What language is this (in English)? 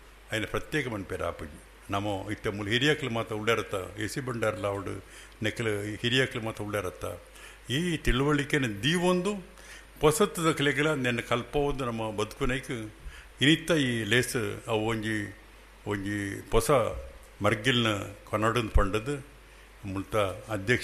Tulu